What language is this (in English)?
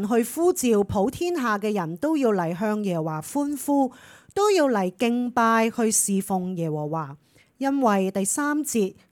Cantonese